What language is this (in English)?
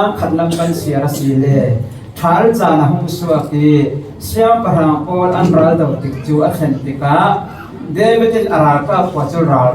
Falam Chin